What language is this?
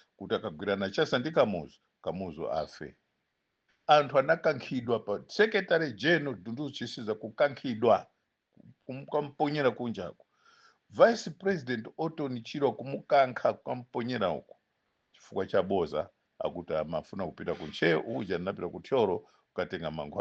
Nyanja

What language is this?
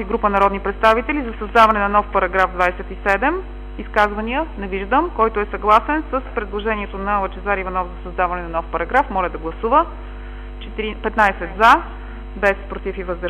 Bulgarian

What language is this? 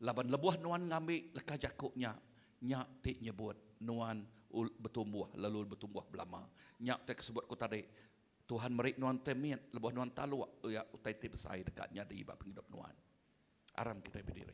Iban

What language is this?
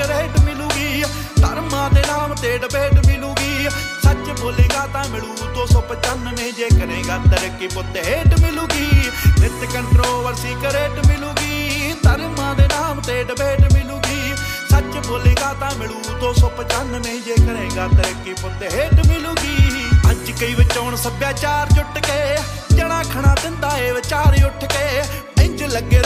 Punjabi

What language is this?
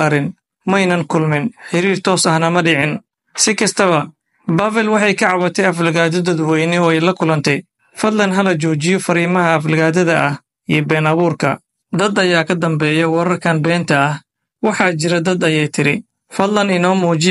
Somali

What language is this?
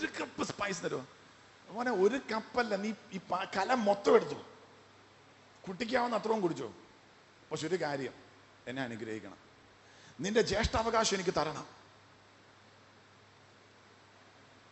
Malayalam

